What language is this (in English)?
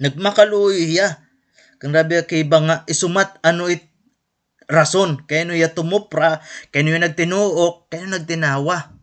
Waray